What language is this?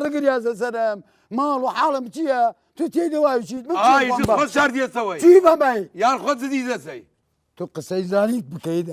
Southern Kurdish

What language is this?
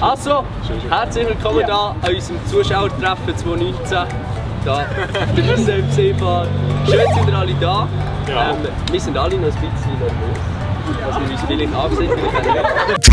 Swiss German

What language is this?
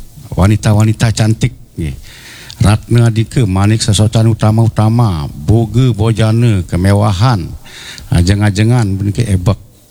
Balinese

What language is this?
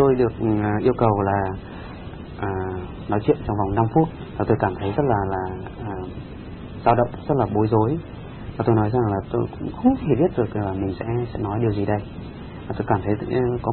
Vietnamese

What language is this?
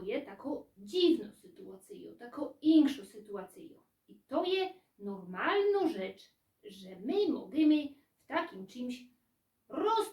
Silesian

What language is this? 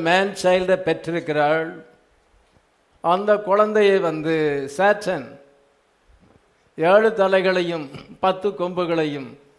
Tamil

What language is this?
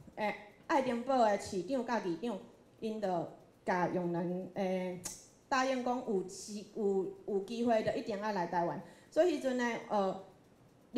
Min Nan Chinese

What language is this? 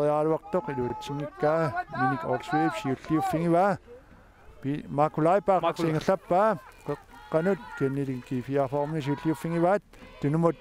Kalaallisut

